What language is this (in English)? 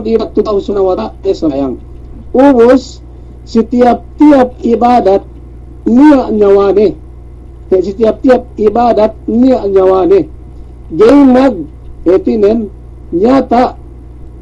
Yakan